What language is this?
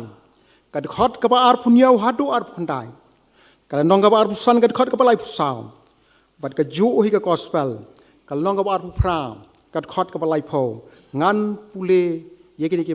Khasi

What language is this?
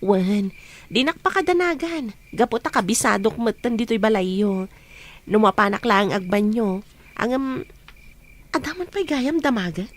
Iloko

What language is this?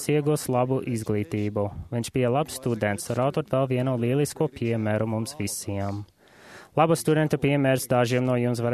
Latvian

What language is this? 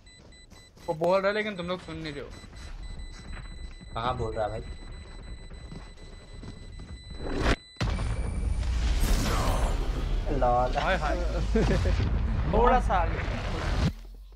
Hindi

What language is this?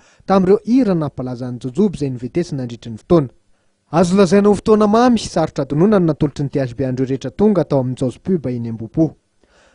Malagasy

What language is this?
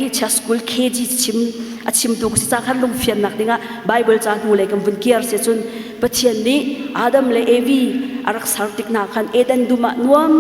Hakha Chin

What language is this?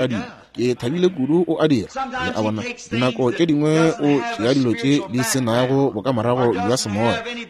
Northern Sotho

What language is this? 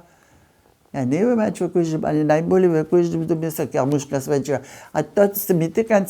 Upper Sorbian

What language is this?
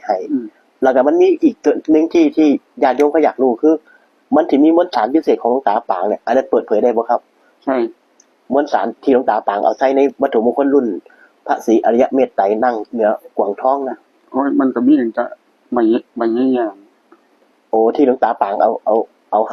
Northeastern Thai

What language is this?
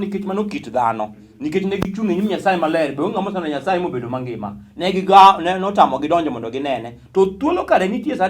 Luo (Kenya and Tanzania)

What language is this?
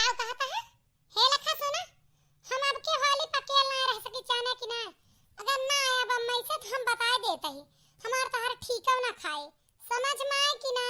Awadhi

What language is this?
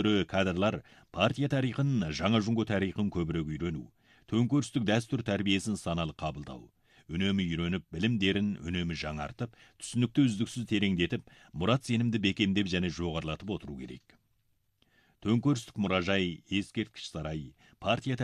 Kazakh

